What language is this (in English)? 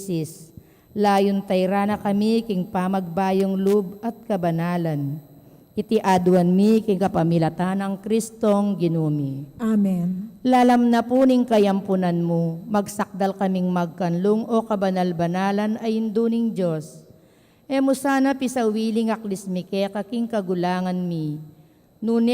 Pampanga